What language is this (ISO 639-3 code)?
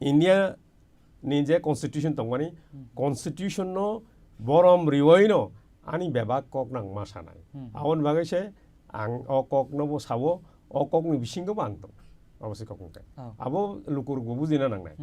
trp